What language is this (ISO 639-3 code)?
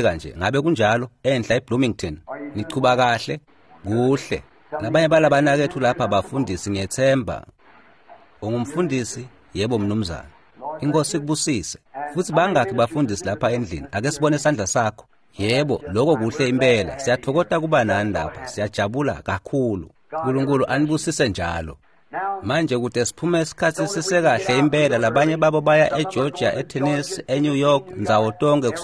ssw